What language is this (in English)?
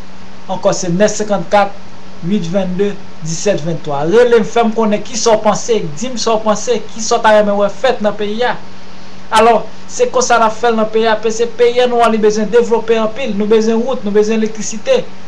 Haitian Creole